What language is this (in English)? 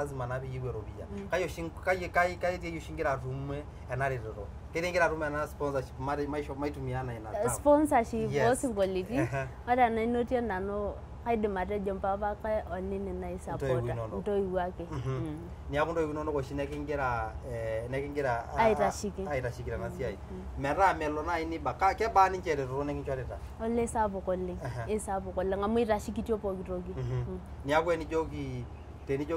Masai